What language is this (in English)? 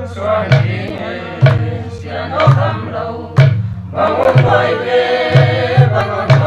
Paite Chin